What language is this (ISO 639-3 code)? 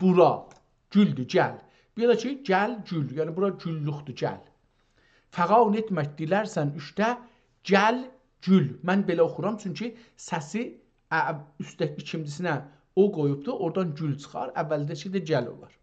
azb